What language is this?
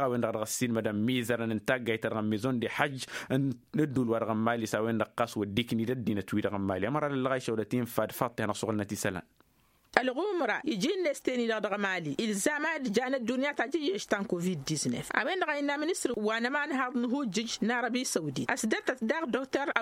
Tamasheq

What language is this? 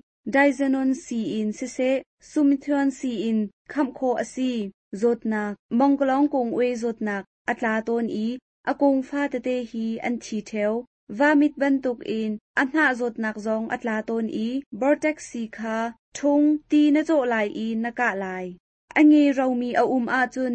Hakha Chin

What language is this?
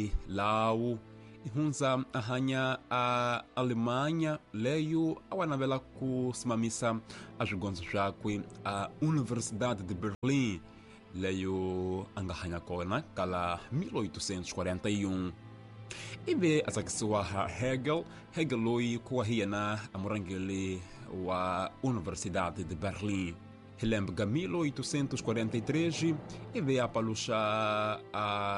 Tsonga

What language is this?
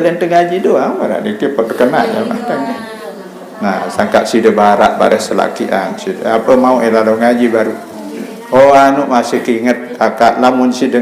Sasak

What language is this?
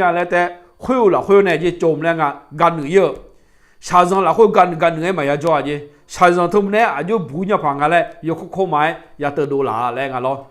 Akha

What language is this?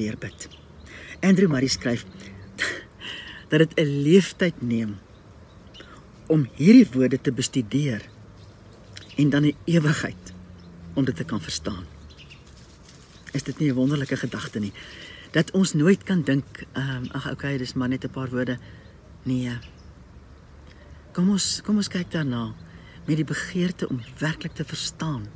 Afrikaans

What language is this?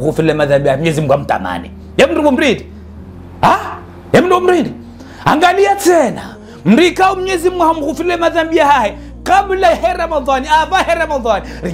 Ngazidja Comorian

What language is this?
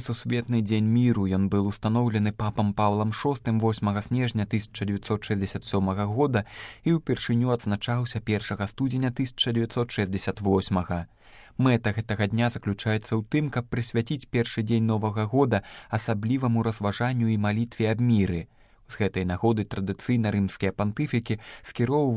Belarusian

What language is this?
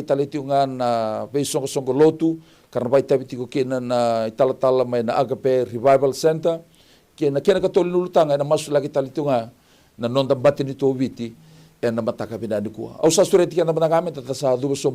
Fijian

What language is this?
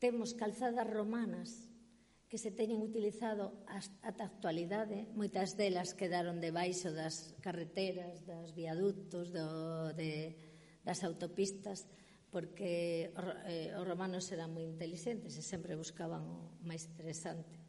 Galician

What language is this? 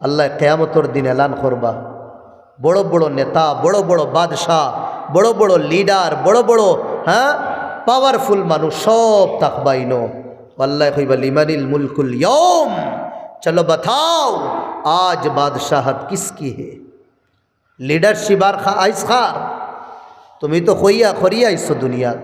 Sylheti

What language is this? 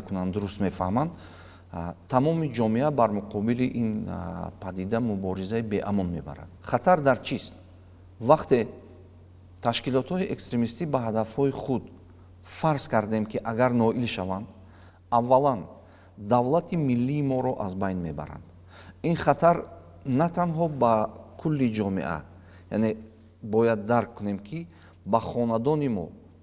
Tajik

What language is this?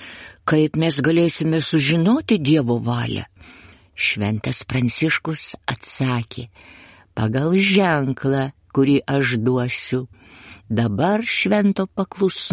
Lithuanian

